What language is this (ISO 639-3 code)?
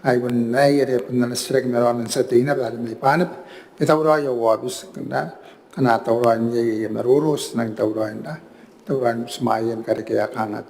gil